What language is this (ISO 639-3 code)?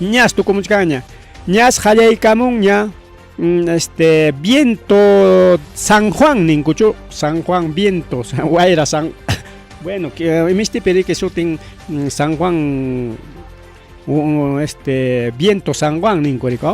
quy